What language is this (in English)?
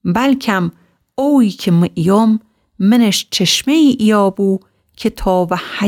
Gilaki